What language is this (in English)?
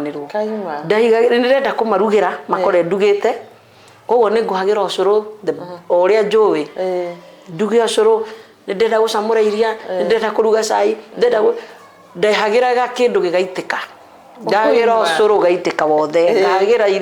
Kikuyu